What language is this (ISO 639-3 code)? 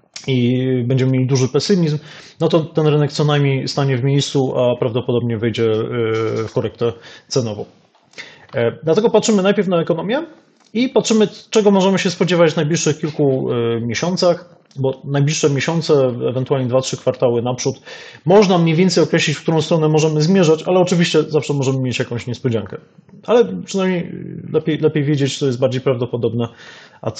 pol